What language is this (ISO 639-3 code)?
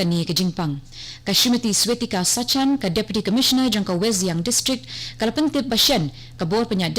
kha